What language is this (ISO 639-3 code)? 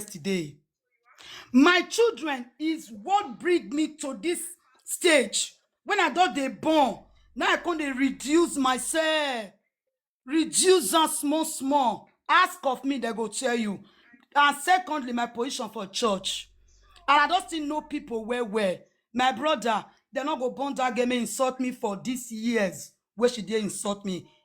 pcm